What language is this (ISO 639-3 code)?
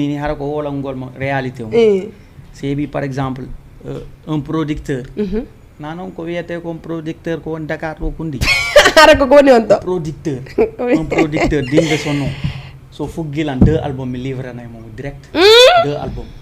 ful